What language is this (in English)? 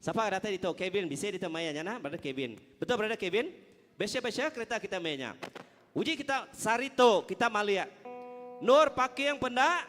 Iban